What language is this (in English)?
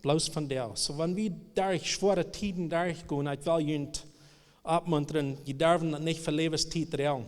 Plautdietsch